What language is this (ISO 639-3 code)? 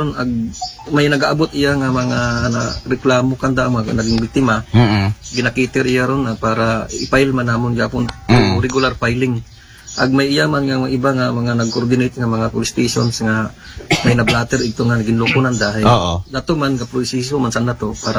akl